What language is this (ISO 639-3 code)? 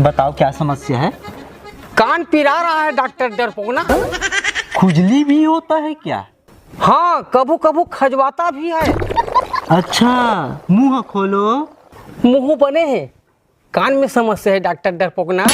hne